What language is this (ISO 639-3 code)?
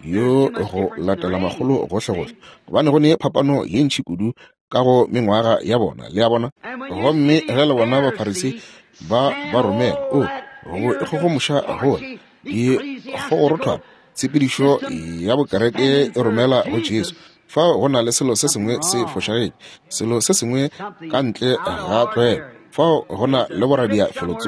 nso